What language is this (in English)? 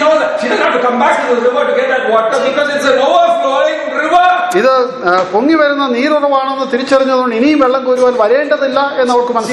Malayalam